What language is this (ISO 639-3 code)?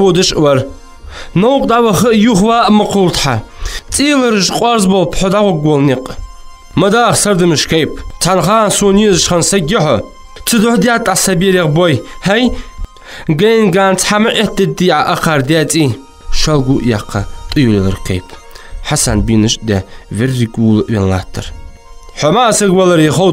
inh